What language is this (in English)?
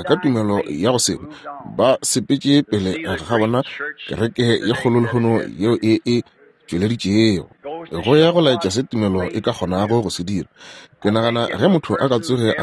Northern Sotho